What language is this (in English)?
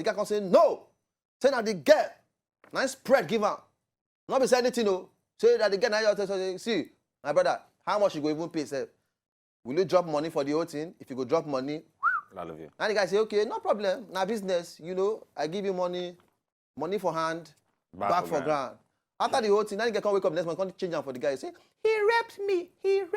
Nigerian Pidgin